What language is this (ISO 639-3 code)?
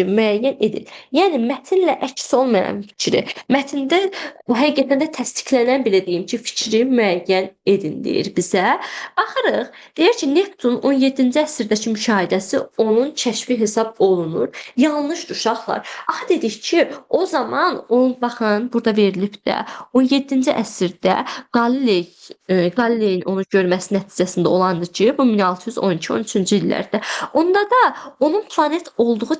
aze